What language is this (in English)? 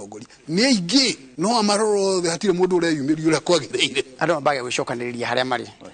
Kikuyu